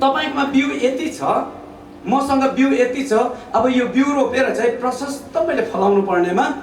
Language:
Nepali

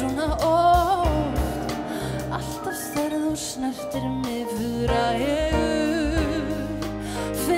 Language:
Icelandic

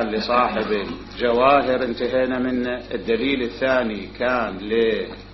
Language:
Mesopotamian Arabic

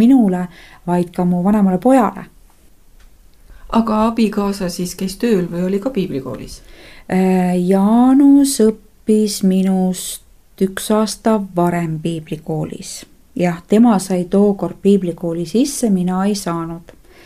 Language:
Estonian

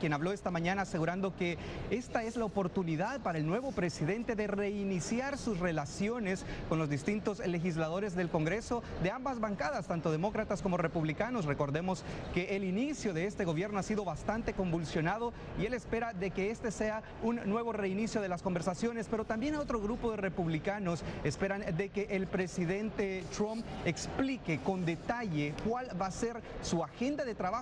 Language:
Spanish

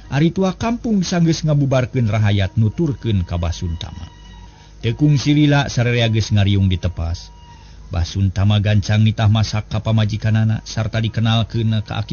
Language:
Sundanese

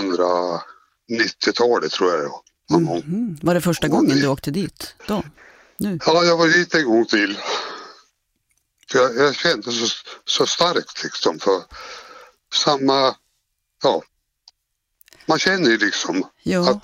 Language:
Swedish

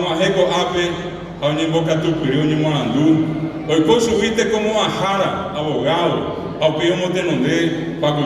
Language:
Guarani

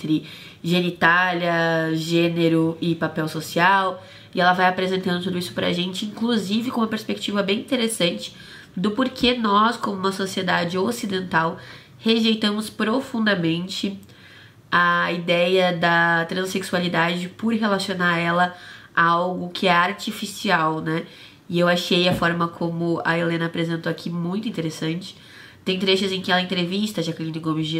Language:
Portuguese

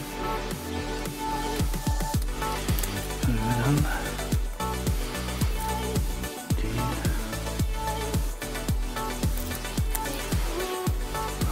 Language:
Norwegian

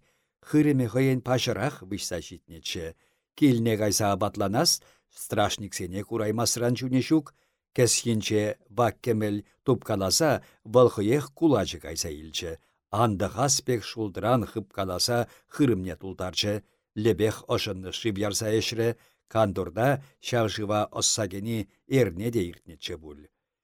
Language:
Chuvash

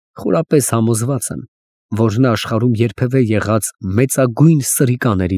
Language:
Armenian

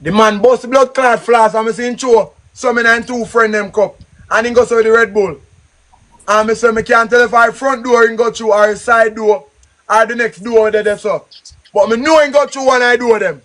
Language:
Jamaican Creole English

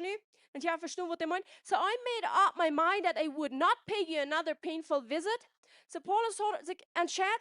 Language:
Plautdietsch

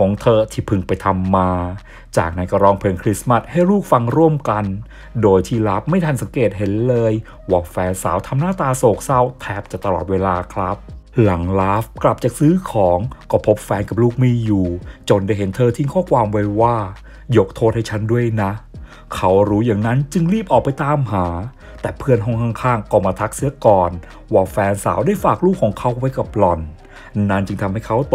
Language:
Thai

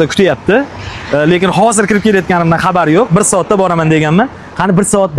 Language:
Uzbek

